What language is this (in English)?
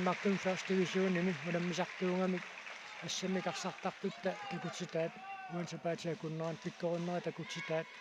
Kalaallisut